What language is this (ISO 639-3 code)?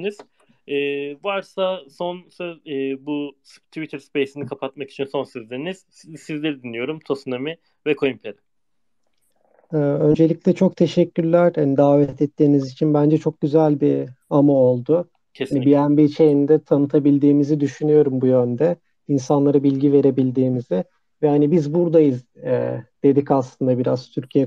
tur